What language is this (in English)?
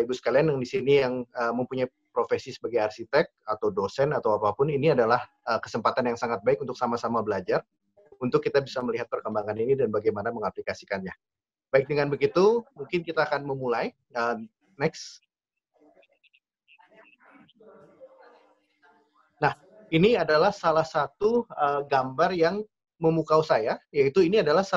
Indonesian